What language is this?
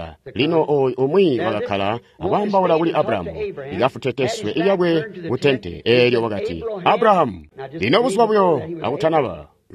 Tonga (Zambia)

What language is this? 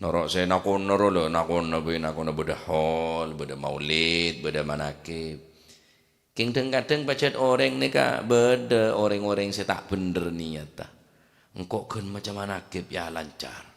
Madurese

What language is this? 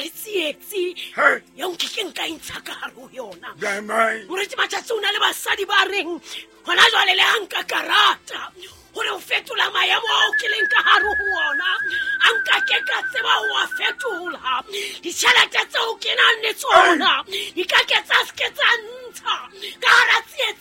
Southern Sotho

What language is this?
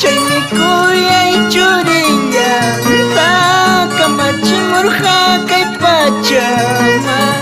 Ayacucho Quechua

